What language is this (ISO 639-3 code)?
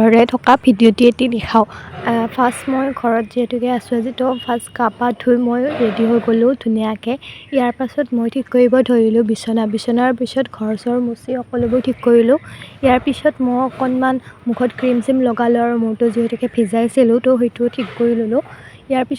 asm